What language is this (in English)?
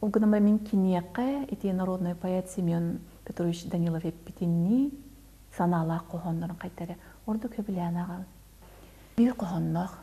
Yakut